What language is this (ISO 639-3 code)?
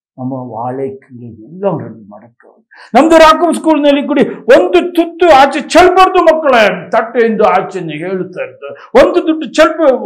kan